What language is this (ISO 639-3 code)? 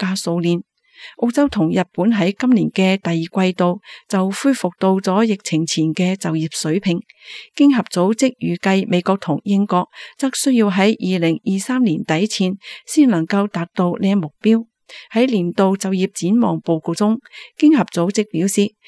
yue